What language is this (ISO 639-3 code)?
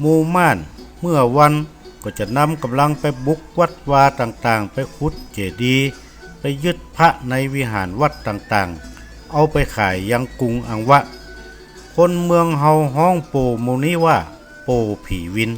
nod